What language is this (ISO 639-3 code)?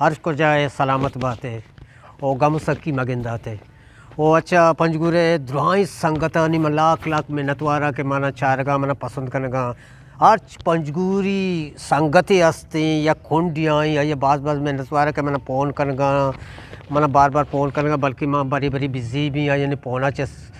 bgp